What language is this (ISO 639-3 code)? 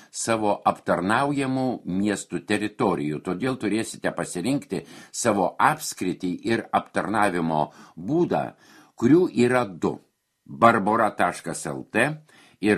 lit